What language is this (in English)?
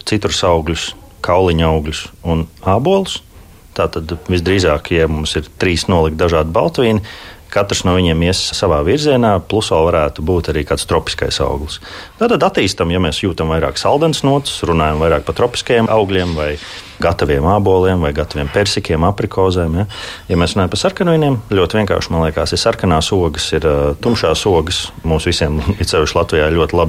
Latvian